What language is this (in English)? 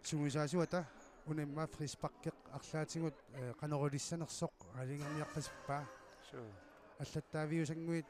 Kalaallisut